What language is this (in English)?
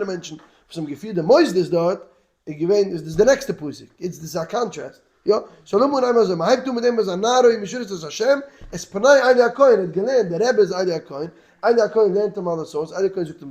Yiddish